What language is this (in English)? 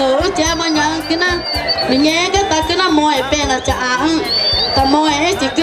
Ticuna